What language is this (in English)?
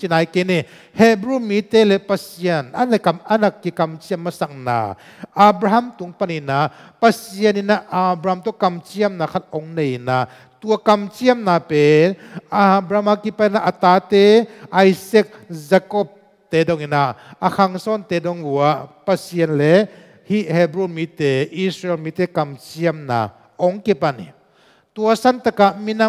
Tedim Chin